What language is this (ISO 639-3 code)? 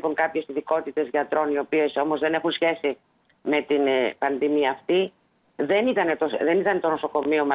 ell